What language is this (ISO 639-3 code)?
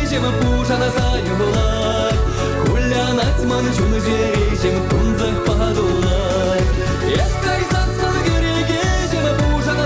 chv